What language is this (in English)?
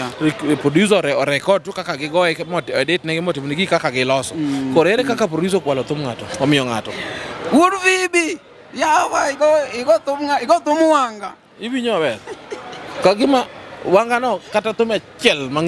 Luo (Kenya and Tanzania)